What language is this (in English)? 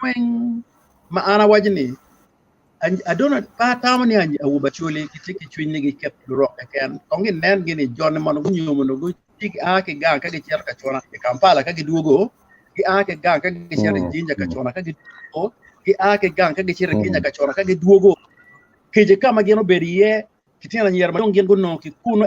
Acoli